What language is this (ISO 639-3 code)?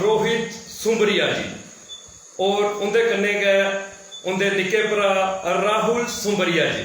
doi